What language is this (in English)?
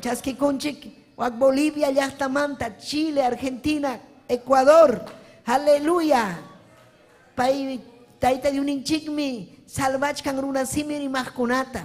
Ayacucho Quechua